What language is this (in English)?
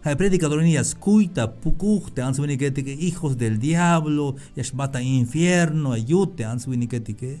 Tzeltal